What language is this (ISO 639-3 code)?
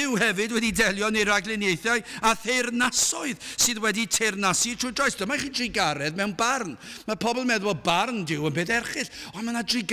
cym